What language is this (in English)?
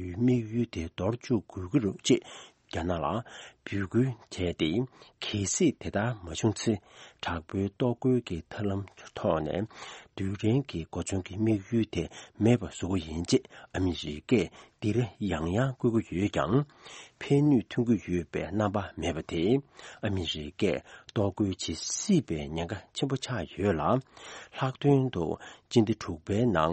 Tibetan